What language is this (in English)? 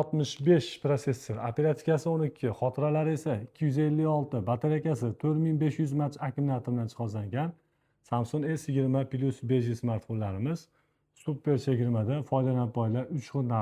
Uzbek